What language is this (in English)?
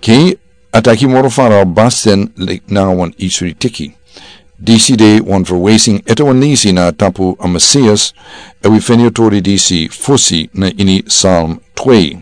Sranan Tongo